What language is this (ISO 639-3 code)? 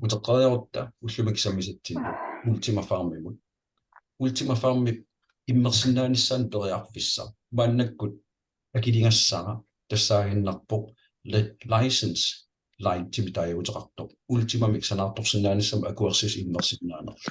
kal